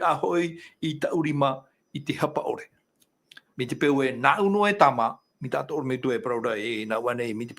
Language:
Tahitian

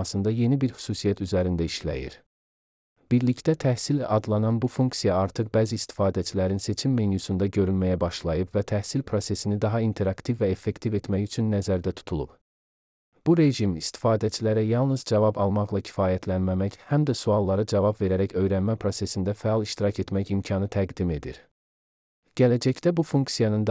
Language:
Azerbaijani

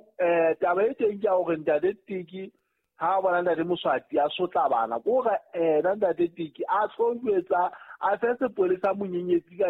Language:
Southern Sotho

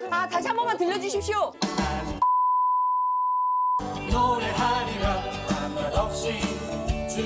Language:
Korean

